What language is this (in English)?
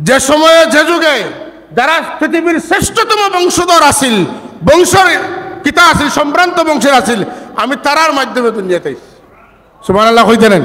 Sylheti